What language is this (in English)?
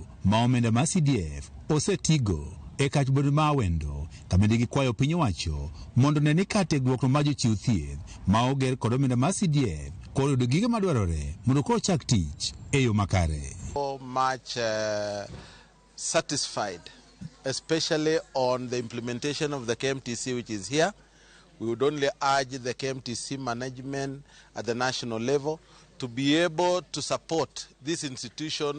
Luo (Kenya and Tanzania)